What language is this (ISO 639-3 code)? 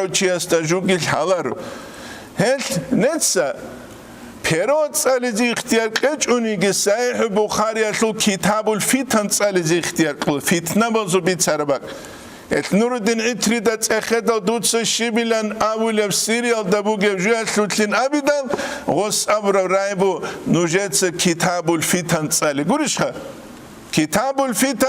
ava